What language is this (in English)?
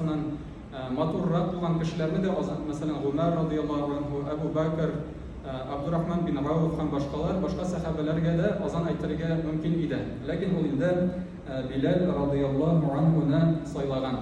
Tatar